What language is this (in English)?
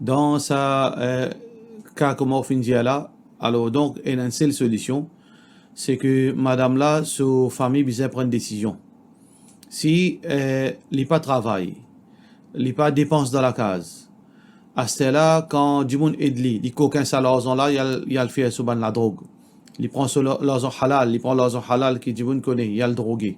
Morisyen